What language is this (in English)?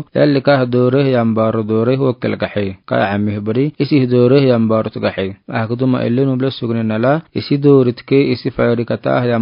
Afar